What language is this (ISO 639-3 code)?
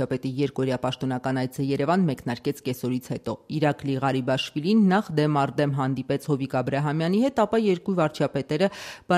hye